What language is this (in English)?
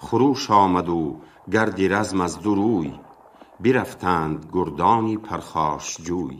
Tajik